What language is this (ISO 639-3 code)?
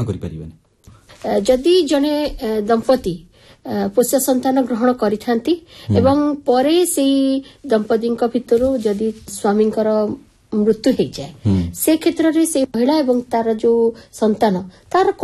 ori